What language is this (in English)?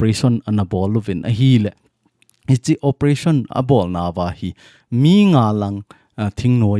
Thado Chin